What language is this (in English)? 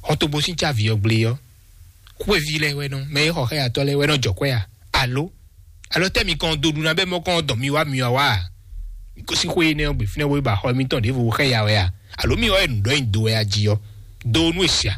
Fon